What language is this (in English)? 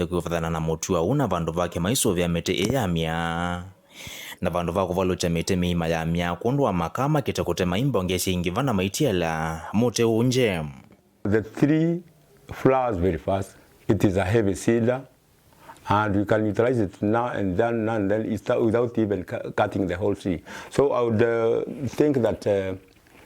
Kamba